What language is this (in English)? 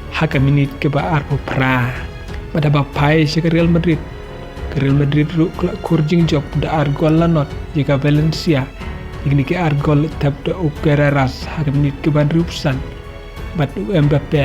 Khasi